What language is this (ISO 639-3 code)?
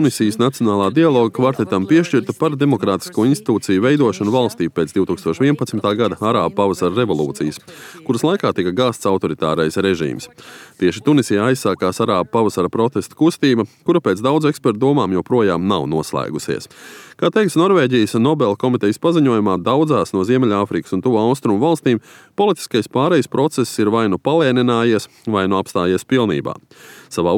lav